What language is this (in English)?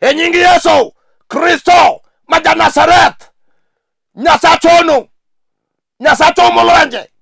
Luo (Kenya and Tanzania)